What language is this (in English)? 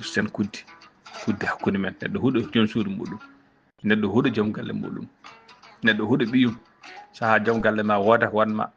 Fula